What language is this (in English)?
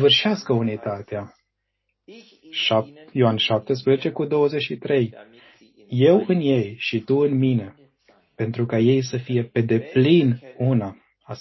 Romanian